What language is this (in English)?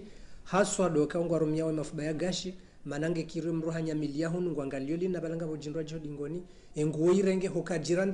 Ngazidja Comorian